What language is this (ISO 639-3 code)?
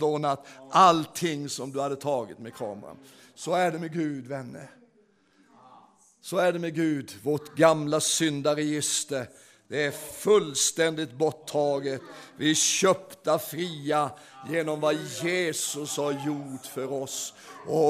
swe